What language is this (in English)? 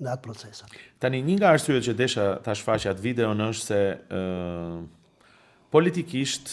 Albanian